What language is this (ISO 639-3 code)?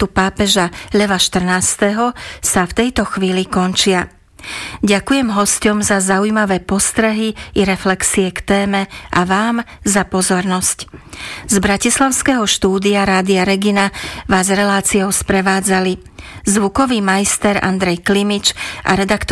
slk